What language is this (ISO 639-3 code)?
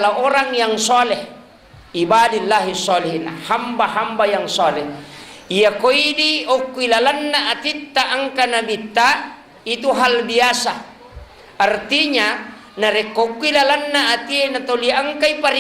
bug